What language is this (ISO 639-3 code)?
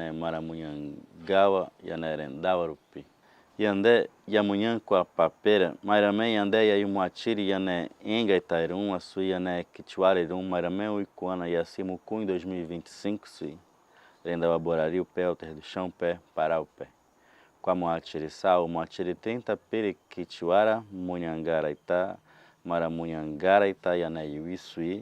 yrl